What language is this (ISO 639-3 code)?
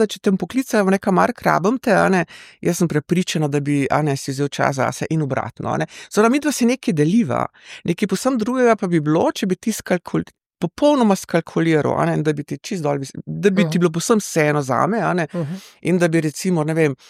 slv